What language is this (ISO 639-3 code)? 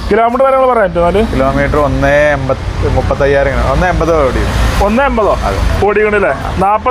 mal